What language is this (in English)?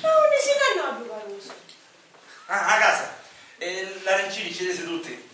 Sicilian